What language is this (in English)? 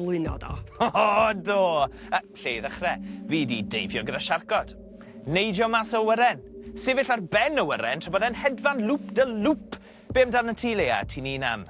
Welsh